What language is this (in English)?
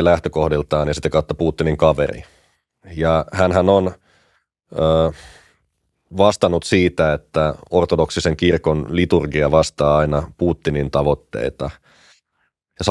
Finnish